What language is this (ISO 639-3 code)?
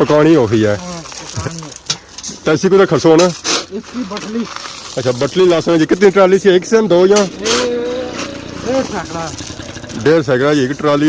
phr